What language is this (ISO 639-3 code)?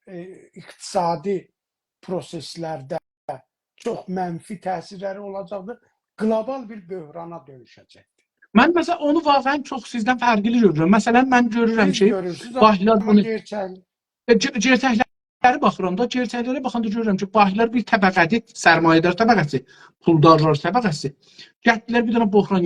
azb